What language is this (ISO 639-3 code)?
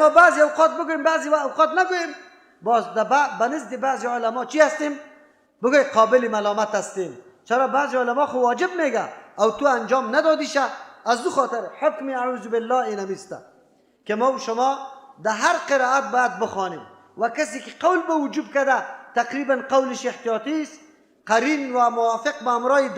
fas